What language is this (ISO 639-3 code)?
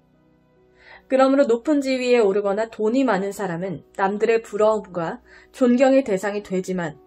kor